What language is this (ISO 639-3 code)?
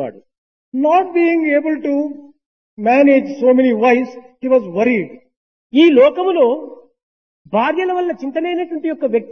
tel